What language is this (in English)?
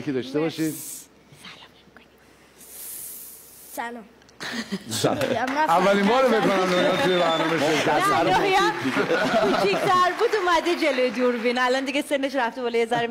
Persian